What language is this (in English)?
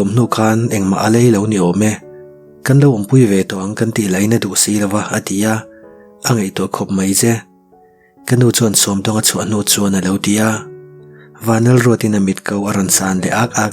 Mizo